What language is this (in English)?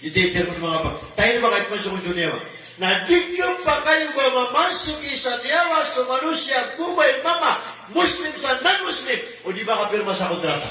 Maranao